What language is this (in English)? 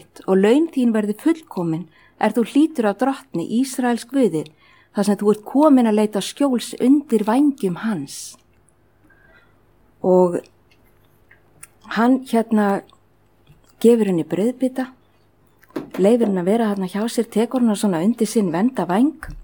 Icelandic